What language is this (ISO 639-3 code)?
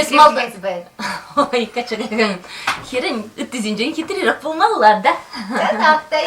chv